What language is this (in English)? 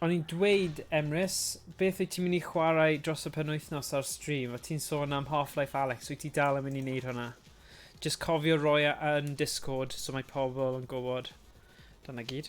Welsh